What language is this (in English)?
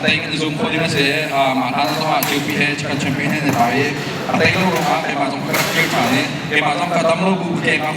Hakha Chin